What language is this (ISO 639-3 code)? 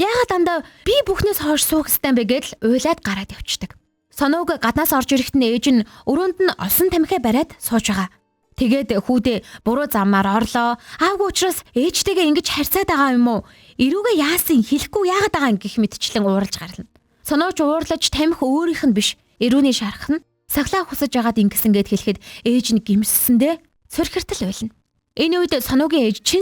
mon